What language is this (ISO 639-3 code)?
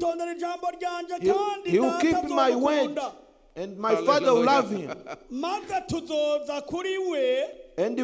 run